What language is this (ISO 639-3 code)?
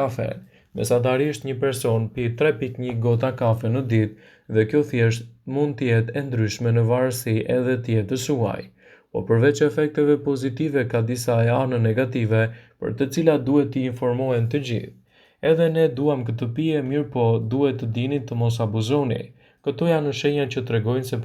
sqi